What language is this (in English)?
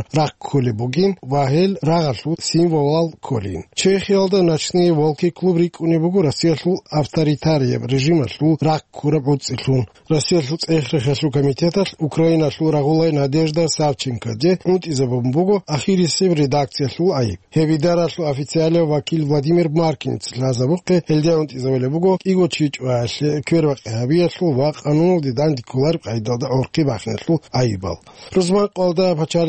Avaric